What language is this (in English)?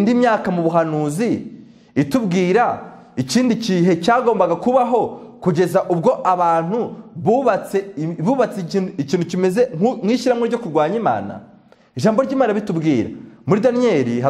Kinyarwanda